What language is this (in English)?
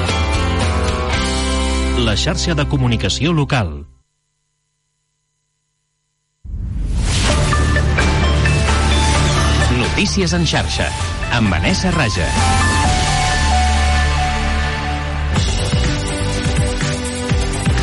Catalan